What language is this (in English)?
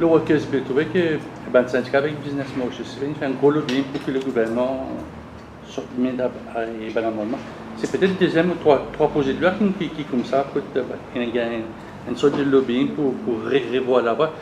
Morisyen